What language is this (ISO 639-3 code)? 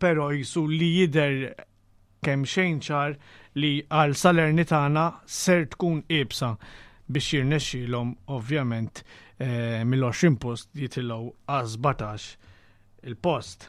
mlt